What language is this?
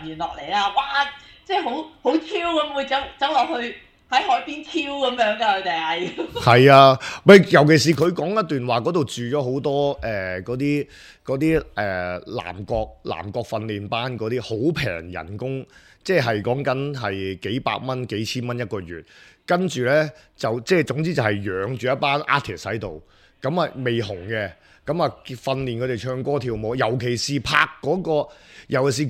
Cantonese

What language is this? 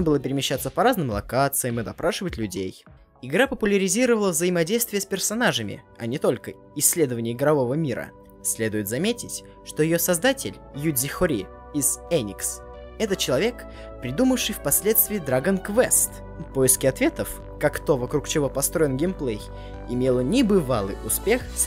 Russian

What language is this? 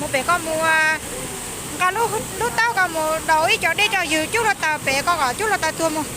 Hmong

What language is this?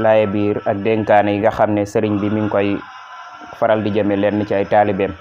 Wolof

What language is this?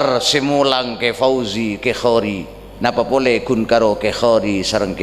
Madurese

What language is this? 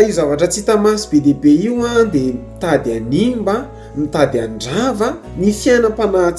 Malagasy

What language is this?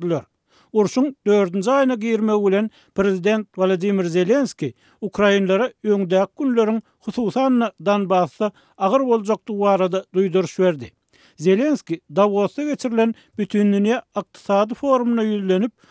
Turkmen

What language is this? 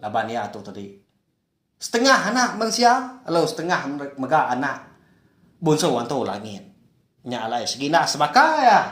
Iban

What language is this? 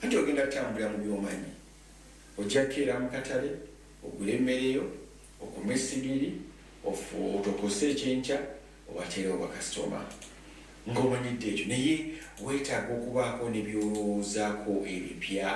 Ganda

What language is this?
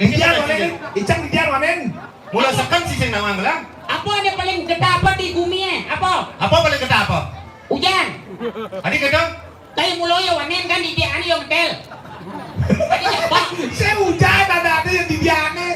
Balinese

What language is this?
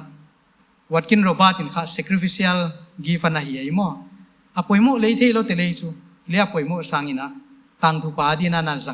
Paite Chin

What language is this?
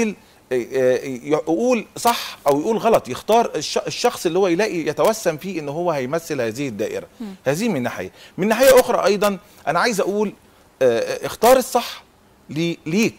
Egyptian Arabic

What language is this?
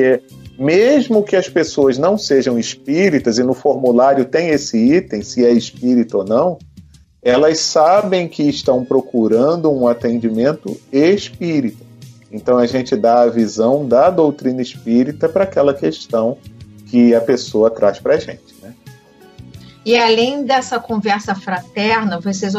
Portuguese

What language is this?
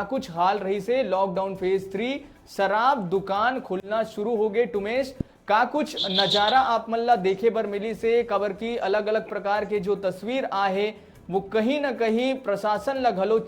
Chhattisgarhi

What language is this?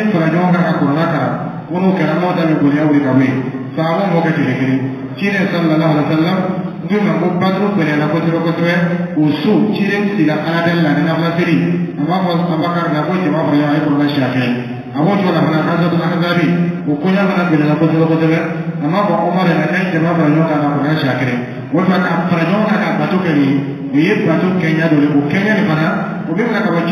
Dyula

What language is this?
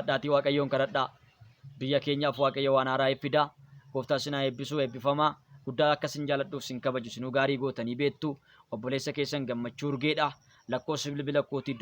Oromo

